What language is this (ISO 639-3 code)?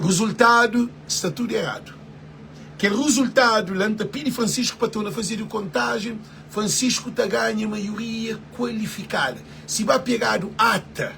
kea